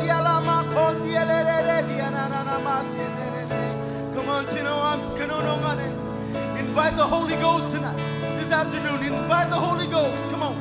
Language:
Marshallese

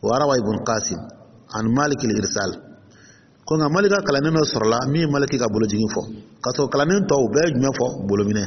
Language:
Dyula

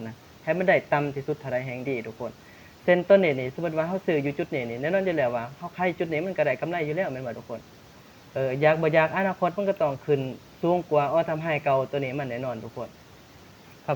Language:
Lao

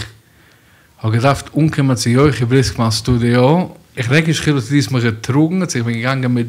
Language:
Yiddish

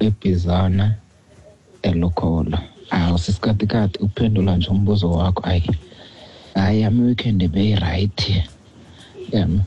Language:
Xhosa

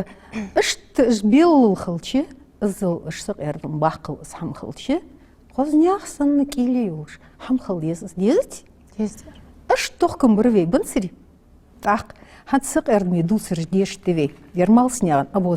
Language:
Ingush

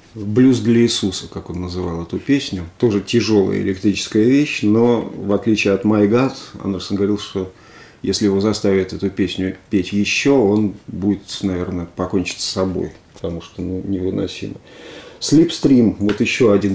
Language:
Russian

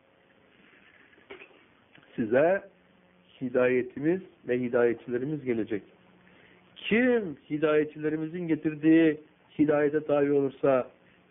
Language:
Turkish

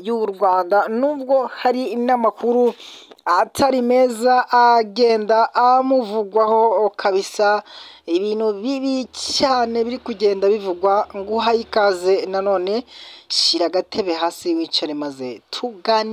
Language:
Kinyarwanda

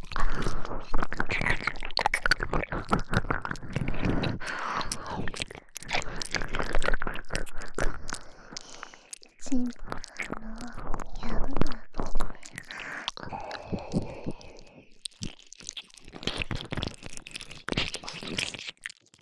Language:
Japanese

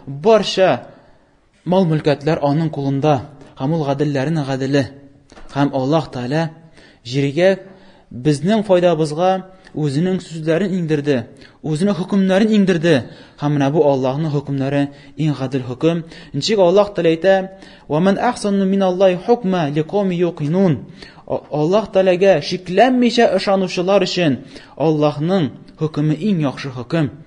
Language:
Tatar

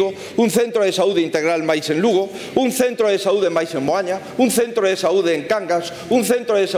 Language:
Galician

